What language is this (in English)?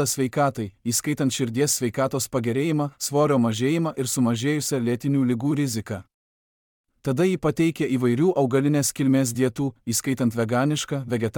Lithuanian